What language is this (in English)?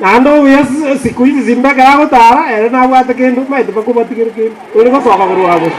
Gusii